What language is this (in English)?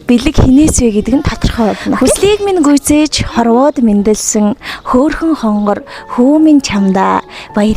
Mongolian